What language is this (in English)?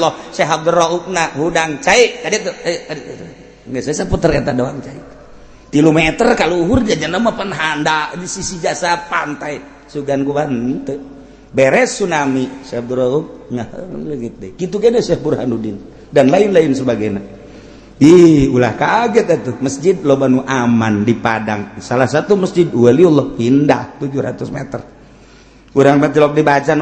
Sundanese